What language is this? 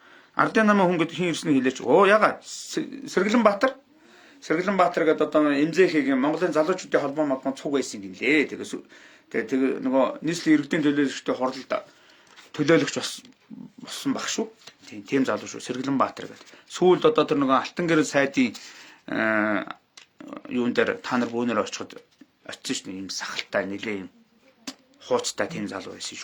Mongolian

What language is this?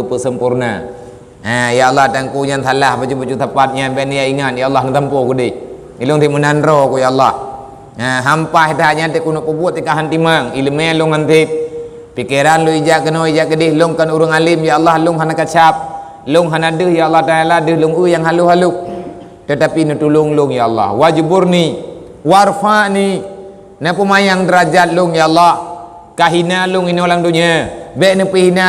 Achinese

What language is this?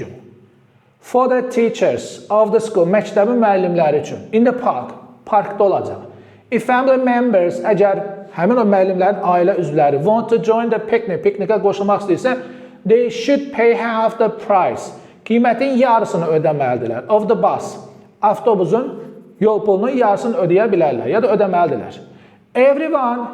Azerbaijani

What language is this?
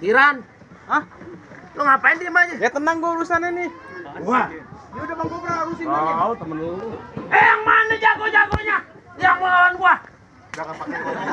Betawi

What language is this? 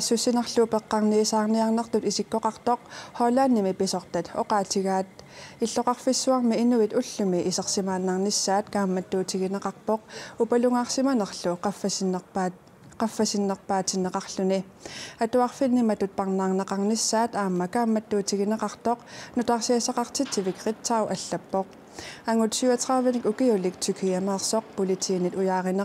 Kalaallisut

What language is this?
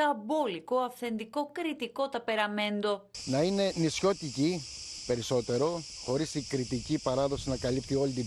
Greek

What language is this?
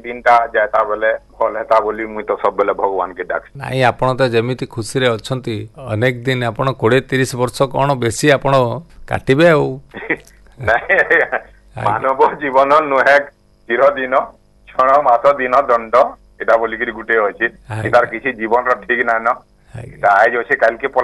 Odia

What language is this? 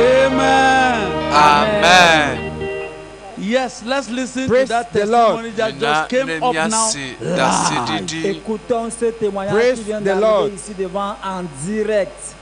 Ewe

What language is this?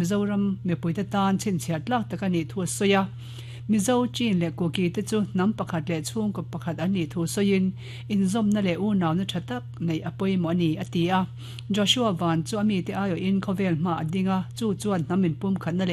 Mizo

